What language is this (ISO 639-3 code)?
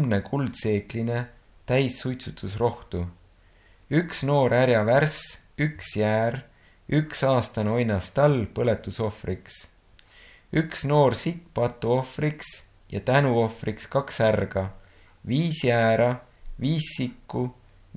est